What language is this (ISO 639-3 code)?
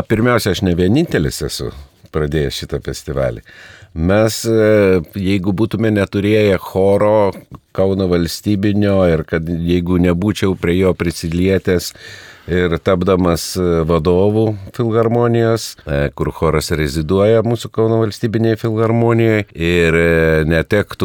lit